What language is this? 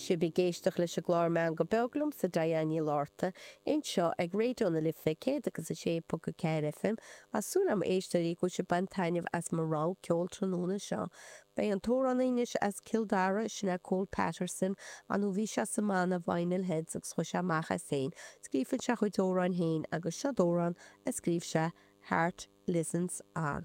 Irish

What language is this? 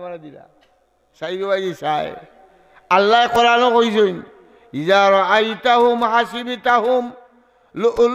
Sylheti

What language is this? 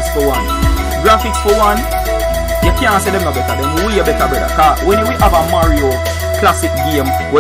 Jamaican Creole English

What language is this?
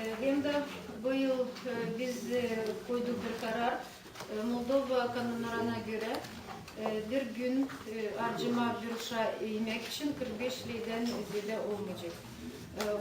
Gagauz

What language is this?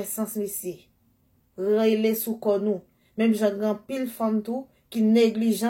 Haitian Creole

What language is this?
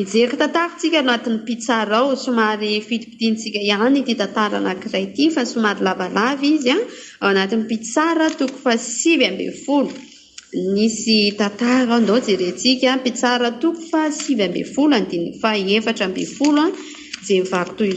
Malagasy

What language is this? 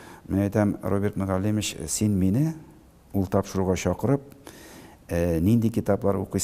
Tatar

